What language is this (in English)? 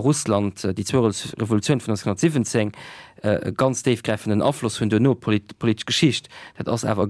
Luxembourgish